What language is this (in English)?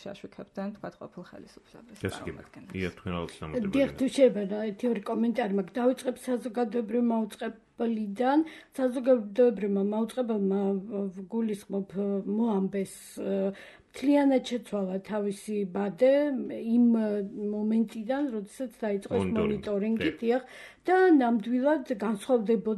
Georgian